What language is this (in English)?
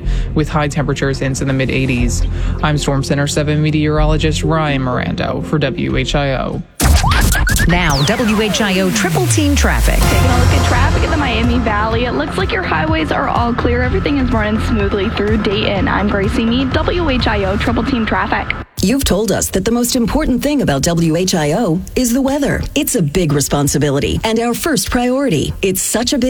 English